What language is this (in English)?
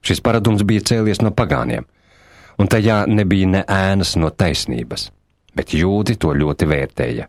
Latvian